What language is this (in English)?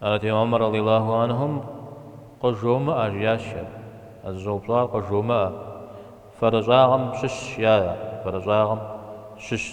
Kabardian